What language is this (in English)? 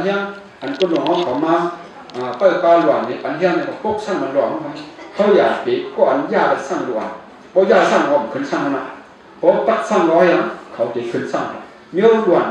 Shan